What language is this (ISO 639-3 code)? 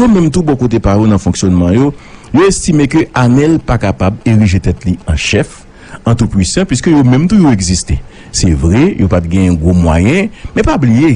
hat